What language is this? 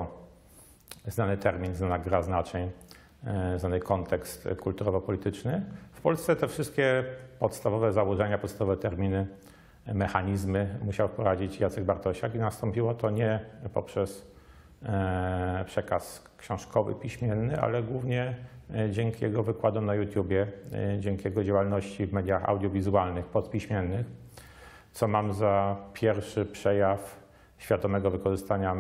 Polish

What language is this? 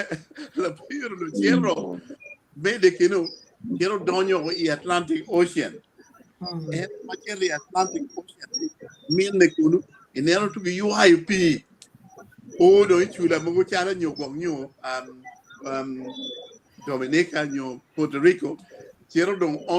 Acoli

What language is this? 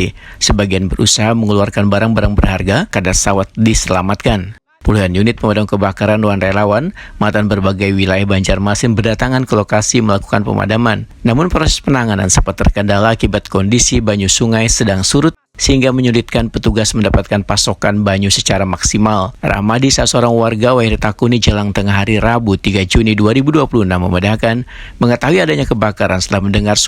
Banjar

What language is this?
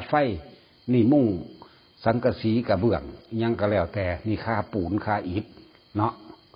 Lao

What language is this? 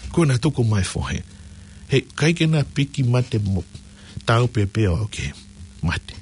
Tongan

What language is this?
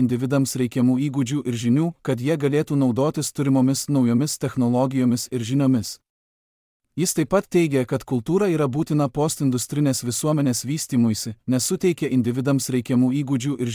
Lithuanian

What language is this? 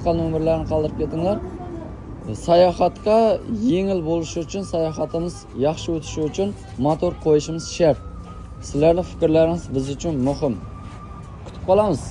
Uzbek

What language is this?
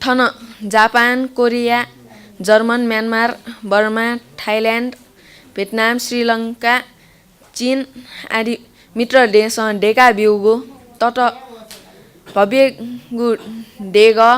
Newari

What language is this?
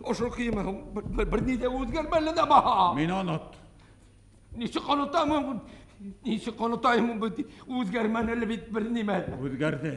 Bashkir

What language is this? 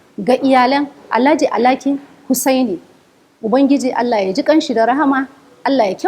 Hausa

